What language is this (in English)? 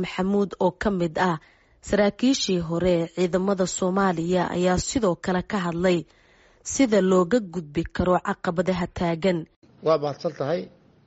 Somali